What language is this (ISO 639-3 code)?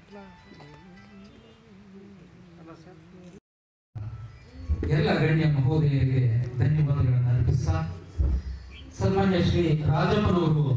kan